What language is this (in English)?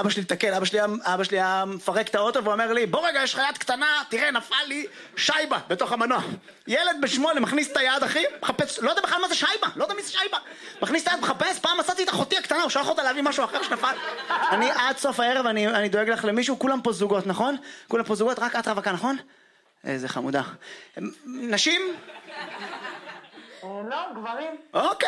Hebrew